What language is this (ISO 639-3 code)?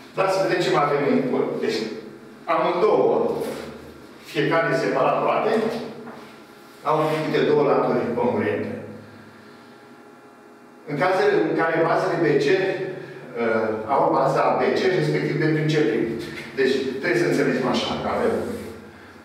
ron